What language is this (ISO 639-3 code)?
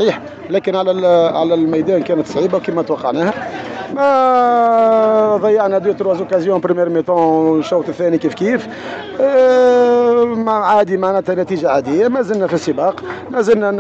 aeb